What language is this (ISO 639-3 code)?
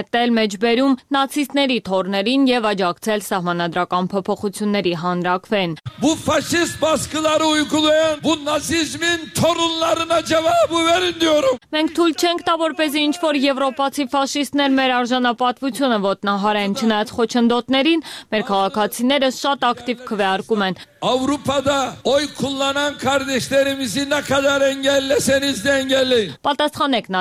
hye